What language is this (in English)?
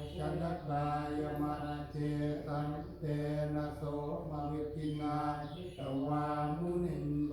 Pali